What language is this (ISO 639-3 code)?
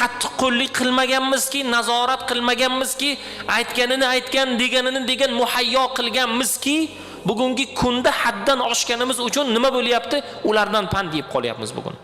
uzb